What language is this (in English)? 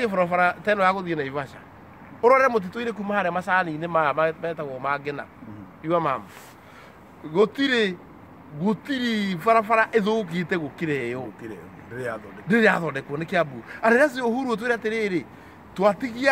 Kikuyu